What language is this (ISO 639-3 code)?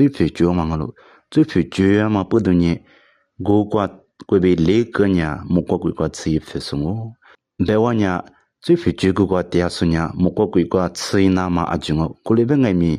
lis